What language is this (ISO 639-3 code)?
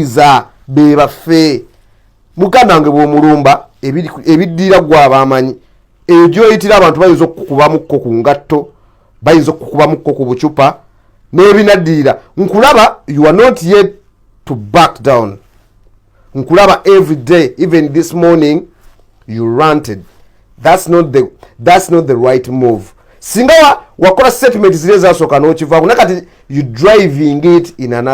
lug